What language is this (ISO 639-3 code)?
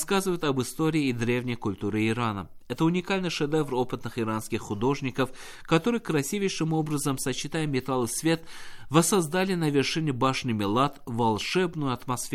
rus